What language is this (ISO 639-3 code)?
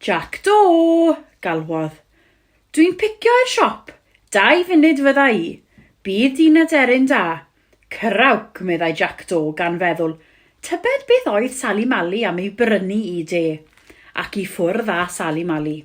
cym